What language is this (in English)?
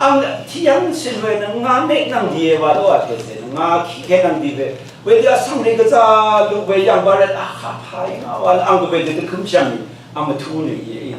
Rawang